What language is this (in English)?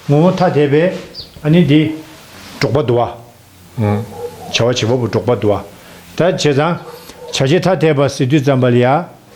Tibetan